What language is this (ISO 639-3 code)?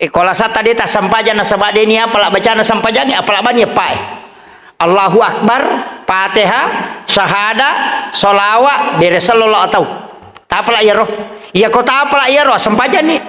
bug